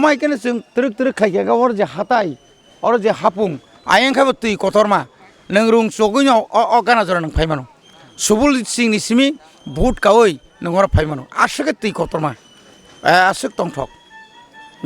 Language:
Kok Borok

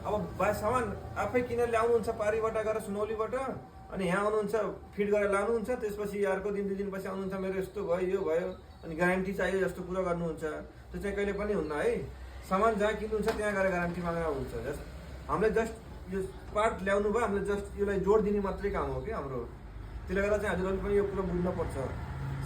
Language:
Nepali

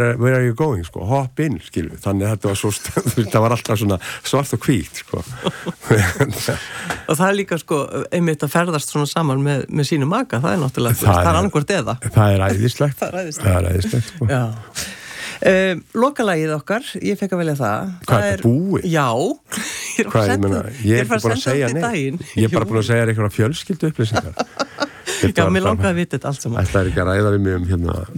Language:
Icelandic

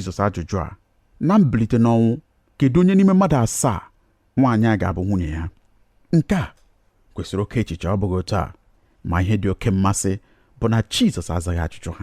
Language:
Igbo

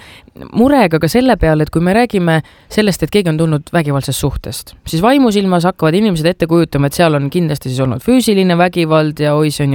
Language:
Estonian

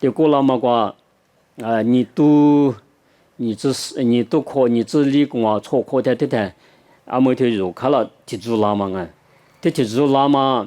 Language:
Lisu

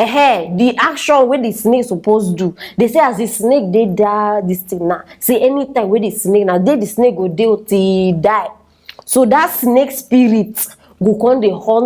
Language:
Nigerian Pidgin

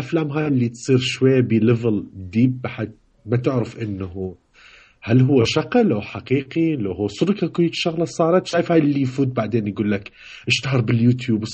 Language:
Mesopotamian Arabic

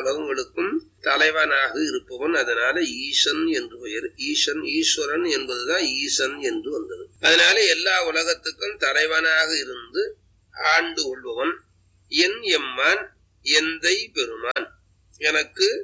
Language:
Tamil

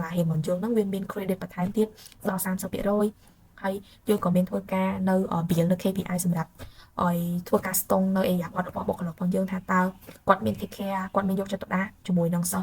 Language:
Khmer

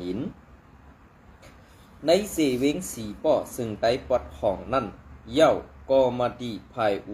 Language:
Shan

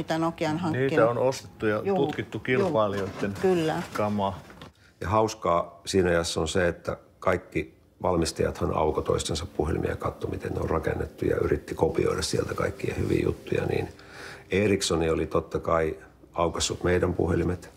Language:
Finnish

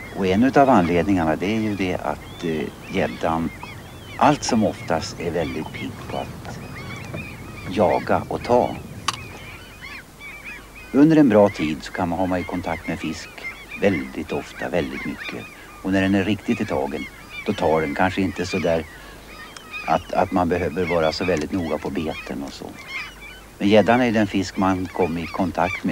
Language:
Swedish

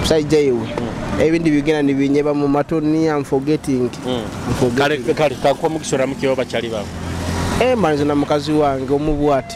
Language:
Nyoro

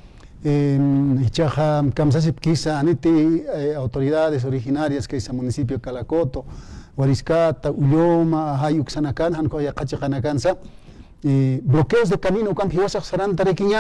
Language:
Aymara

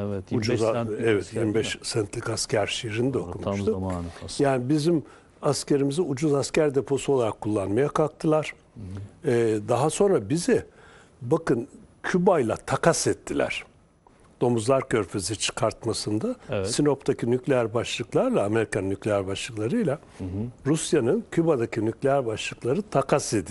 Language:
Turkish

